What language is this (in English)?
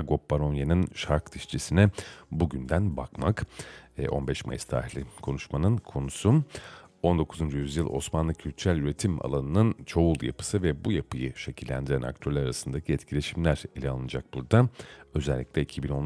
Turkish